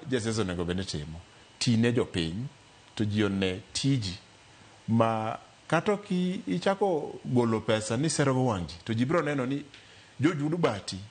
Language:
Luo (Kenya and Tanzania)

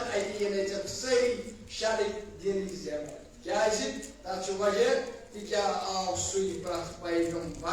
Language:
Kashmiri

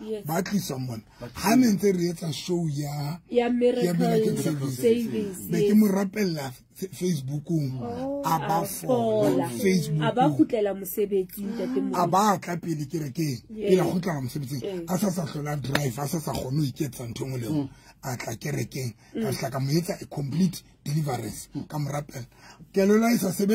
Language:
Southern Sotho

